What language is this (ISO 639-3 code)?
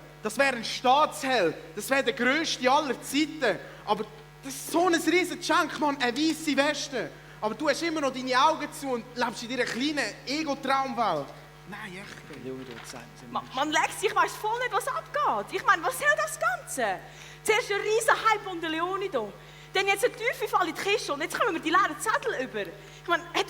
gsw